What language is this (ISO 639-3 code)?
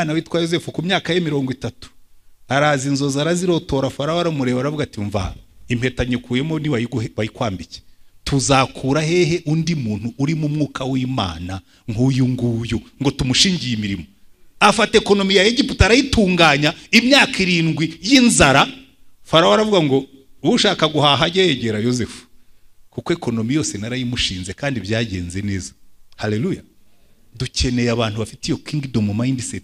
kin